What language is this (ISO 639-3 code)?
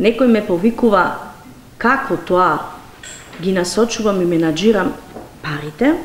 mkd